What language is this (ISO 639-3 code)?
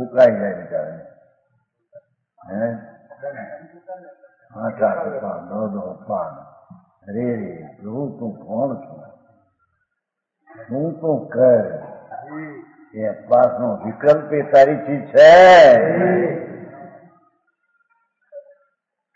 guj